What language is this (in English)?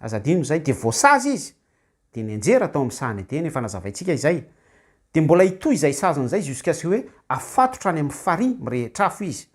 Malagasy